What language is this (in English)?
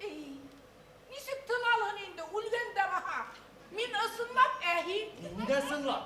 Bashkir